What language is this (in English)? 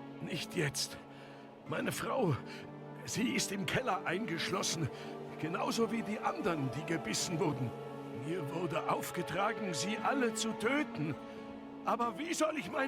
Swiss German